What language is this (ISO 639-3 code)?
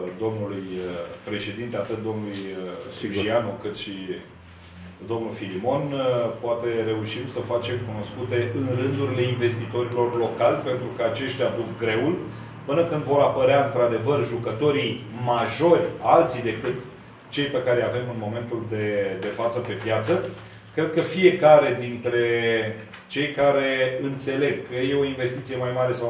ron